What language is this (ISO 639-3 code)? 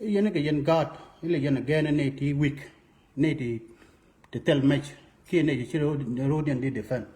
nus